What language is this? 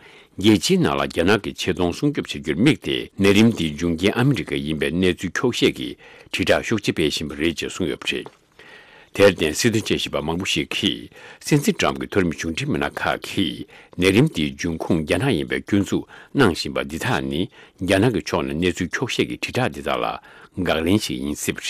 Tibetan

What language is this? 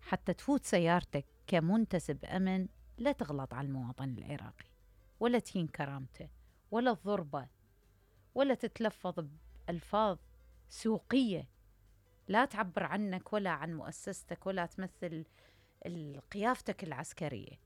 Mesopotamian Arabic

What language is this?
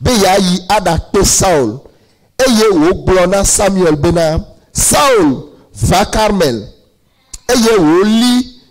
Ewe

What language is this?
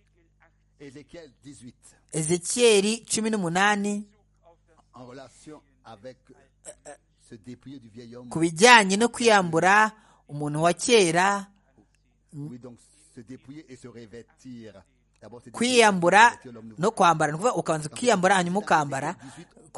Kinyarwanda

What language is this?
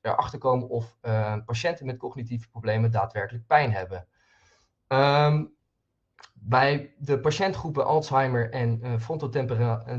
Dutch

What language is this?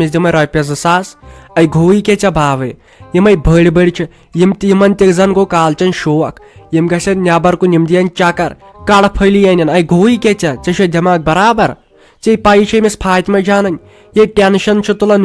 Kashmiri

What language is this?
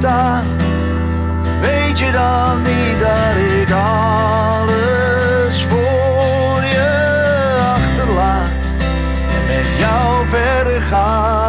Dutch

